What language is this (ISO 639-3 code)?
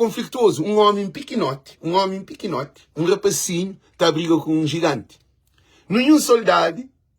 kea